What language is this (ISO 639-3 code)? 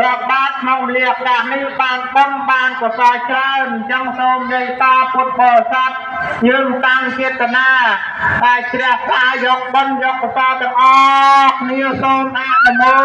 khm